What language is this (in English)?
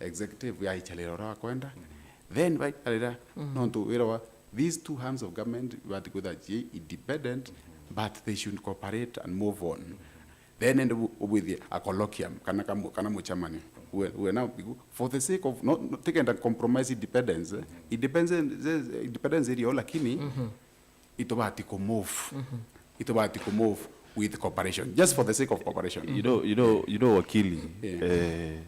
Meru